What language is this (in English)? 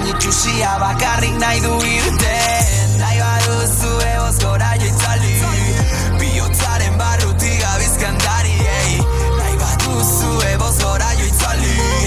Basque